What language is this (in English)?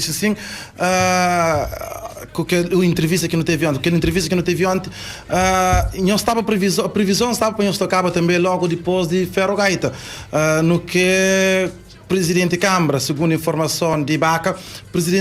Kabuverdianu